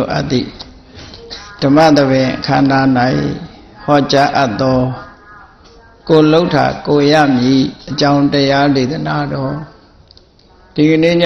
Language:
Burmese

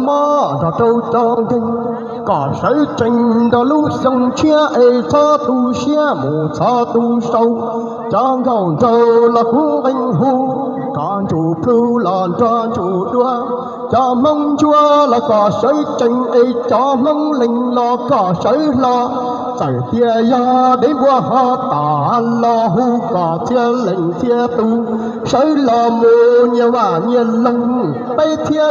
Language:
Hmong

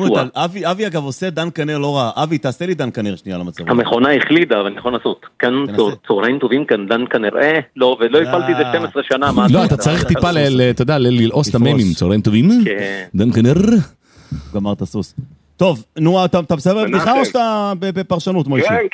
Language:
Hebrew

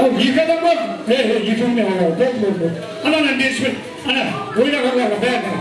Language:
Kara-Kalpak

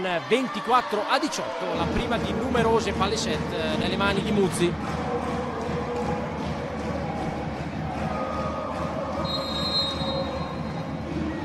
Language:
Italian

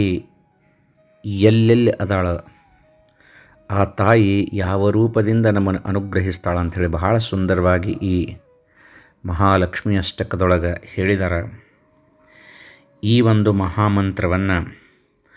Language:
Kannada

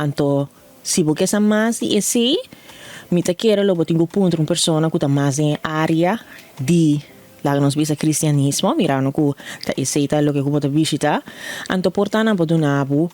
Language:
Papiamento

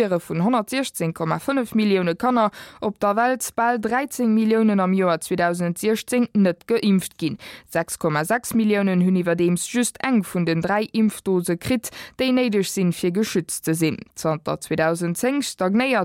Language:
Luxembourgish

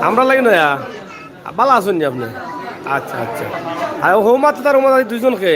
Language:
Sylheti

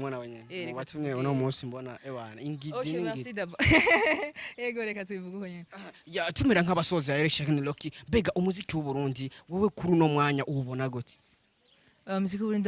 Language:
Rundi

